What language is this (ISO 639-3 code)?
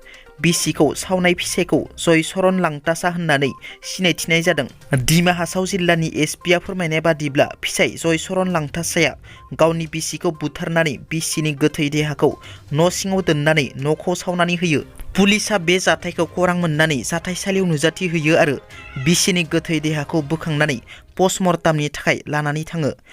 brx